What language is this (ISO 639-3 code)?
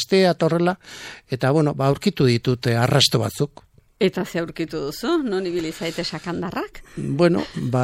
eus